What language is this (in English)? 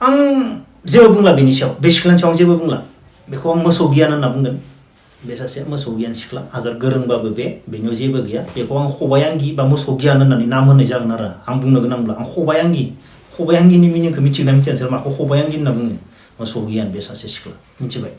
Bodo